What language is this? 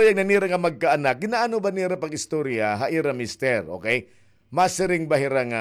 Waray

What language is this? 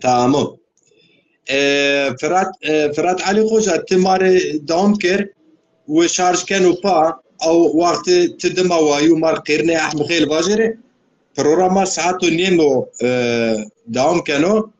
Zaza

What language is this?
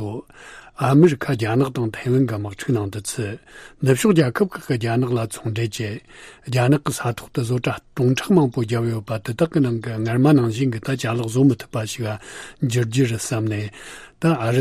Tibetan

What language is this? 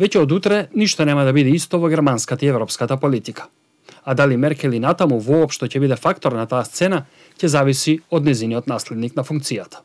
Macedonian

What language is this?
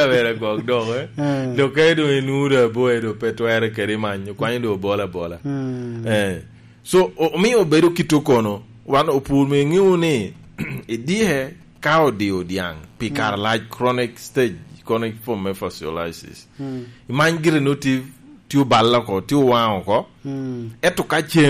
Lango (Uganda)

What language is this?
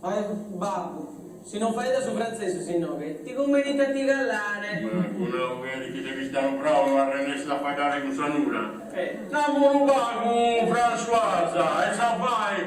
Sardinian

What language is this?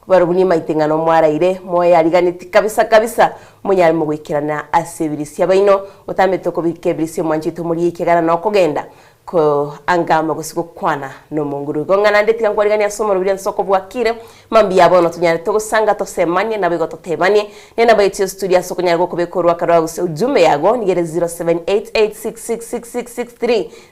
Gusii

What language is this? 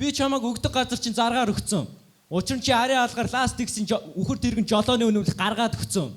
Mongolian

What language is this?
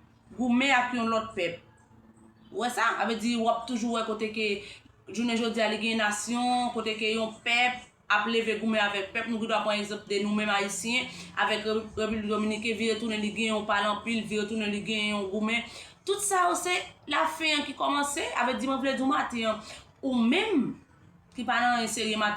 Haitian Creole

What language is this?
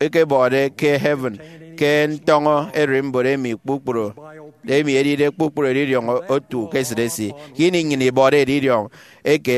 Efik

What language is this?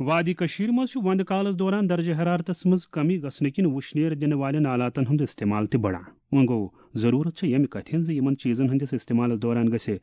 Kashmiri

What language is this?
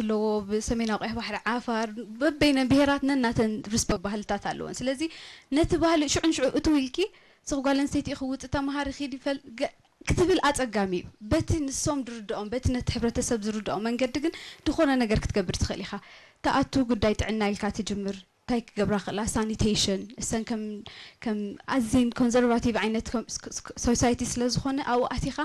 Tigrinya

